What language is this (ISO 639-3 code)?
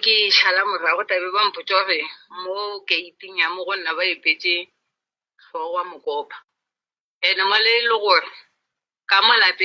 nso